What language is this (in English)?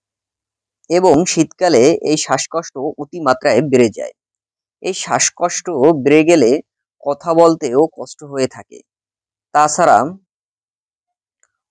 Bangla